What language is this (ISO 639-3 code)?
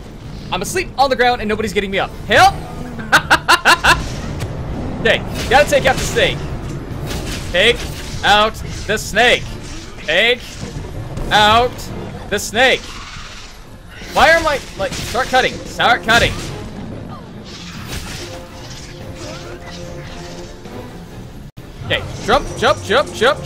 eng